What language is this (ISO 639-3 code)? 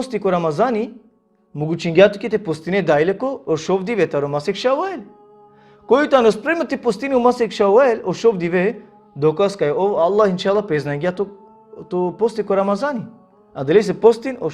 rmn